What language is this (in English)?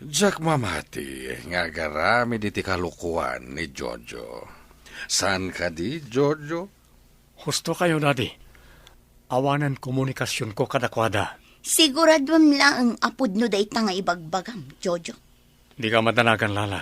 Iloko